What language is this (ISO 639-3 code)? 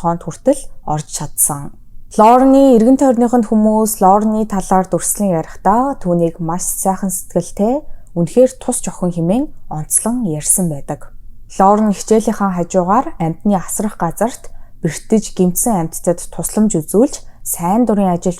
mon